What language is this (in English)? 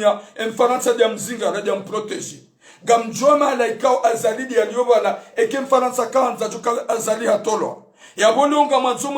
Ngazidja Comorian